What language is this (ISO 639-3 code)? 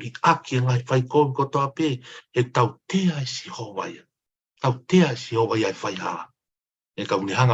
ton